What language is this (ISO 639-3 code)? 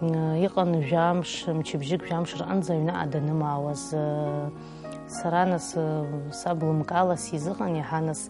abk